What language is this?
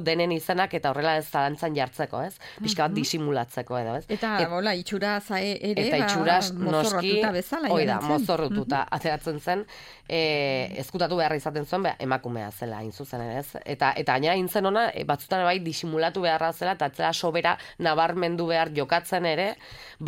Basque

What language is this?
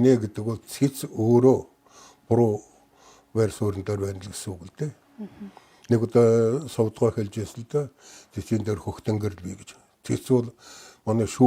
Mongolian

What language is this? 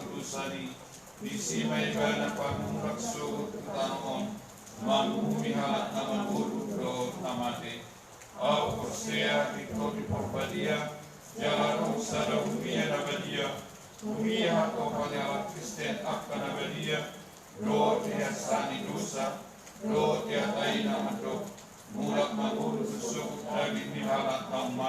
Batak Toba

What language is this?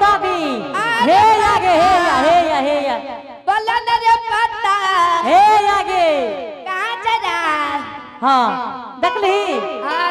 Angika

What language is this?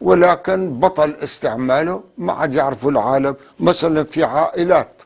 North Levantine Arabic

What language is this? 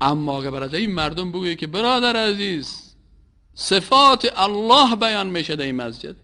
Persian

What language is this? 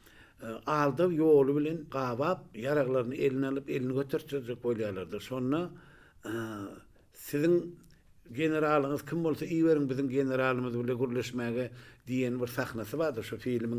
Turkmen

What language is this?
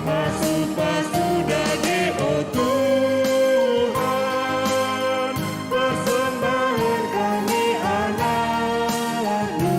Batak Karo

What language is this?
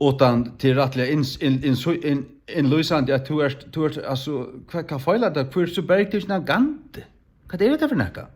Faroese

